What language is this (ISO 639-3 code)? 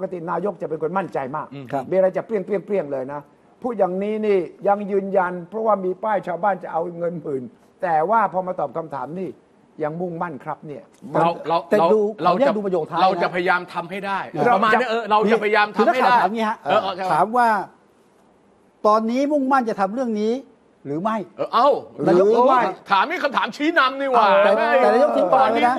tha